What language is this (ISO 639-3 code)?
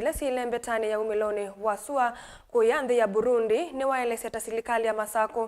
kam